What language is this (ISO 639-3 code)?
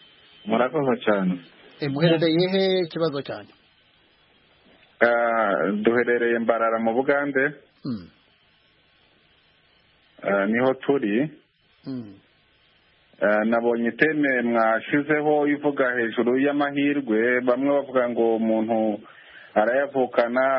kin